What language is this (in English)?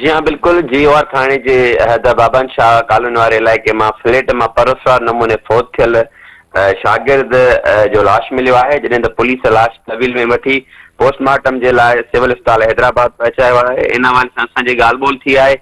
Sindhi